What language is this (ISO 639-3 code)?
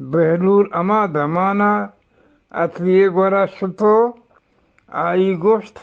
bgp